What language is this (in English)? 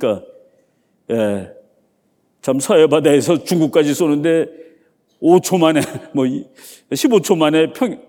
Korean